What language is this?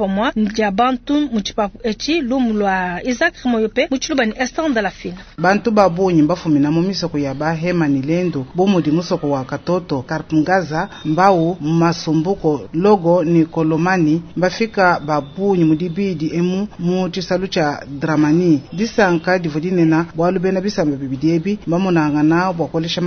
Luba-Lulua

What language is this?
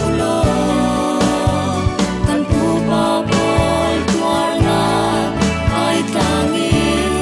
Falam Chin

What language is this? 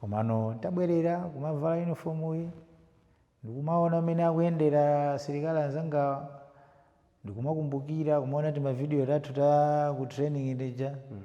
Nyanja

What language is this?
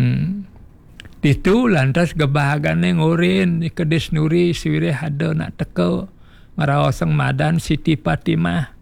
Balinese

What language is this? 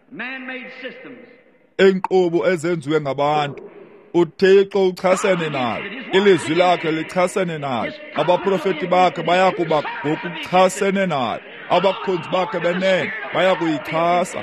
Xhosa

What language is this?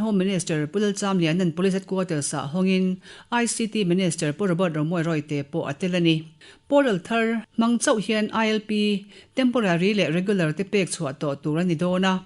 Mizo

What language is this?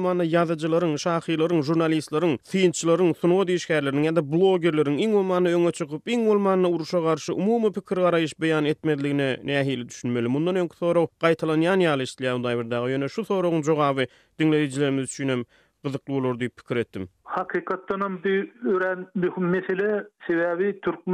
Turkmen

